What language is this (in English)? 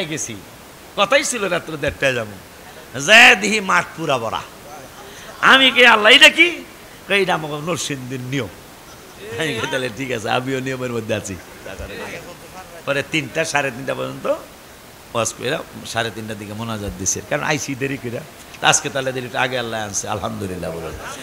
Bangla